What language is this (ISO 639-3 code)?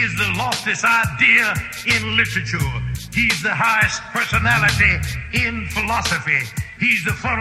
eng